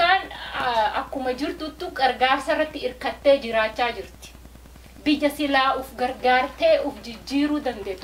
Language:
Oromo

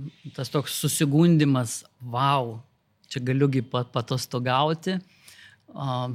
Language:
Lithuanian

